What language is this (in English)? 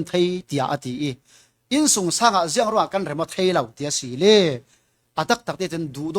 Falam Chin